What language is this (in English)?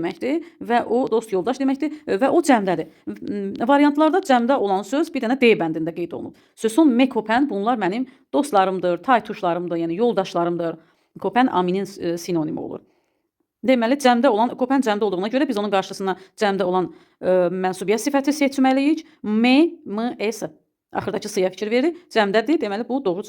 Azerbaijani